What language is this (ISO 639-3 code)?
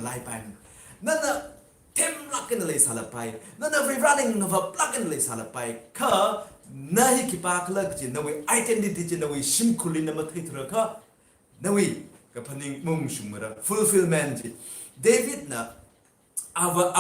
nmf